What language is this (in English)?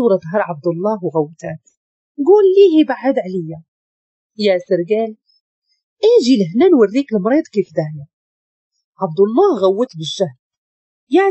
Moroccan Arabic